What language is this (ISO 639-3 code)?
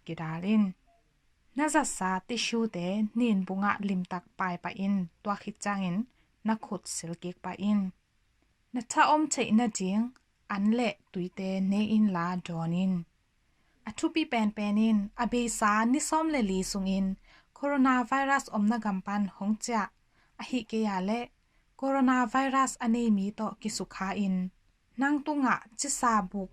ctd